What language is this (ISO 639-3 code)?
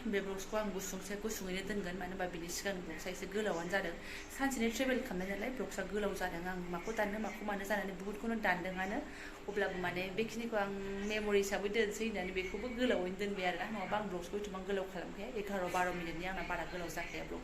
brx